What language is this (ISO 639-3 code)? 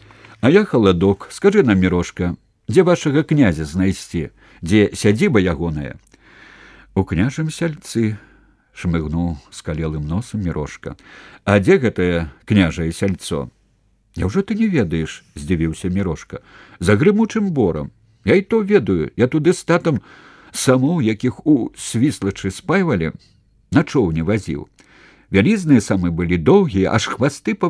bel